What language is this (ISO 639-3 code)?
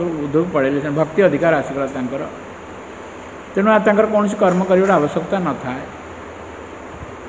ori